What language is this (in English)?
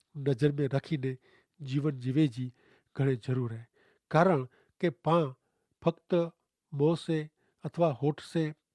Kachhi